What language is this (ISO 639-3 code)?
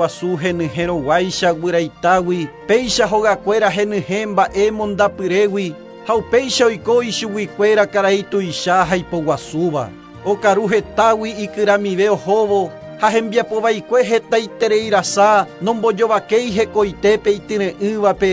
grn